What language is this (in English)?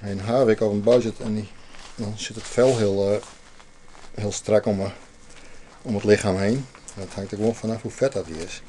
Western Frisian